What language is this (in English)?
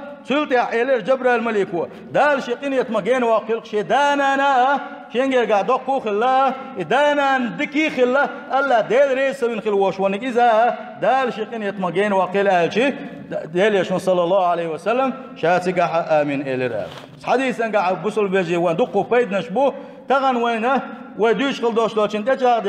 Chechen